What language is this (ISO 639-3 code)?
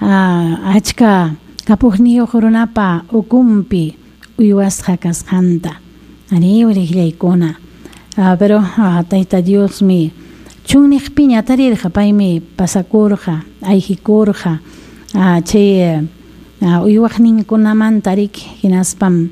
quy